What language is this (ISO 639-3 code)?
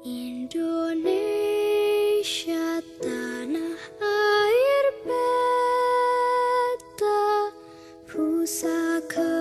bew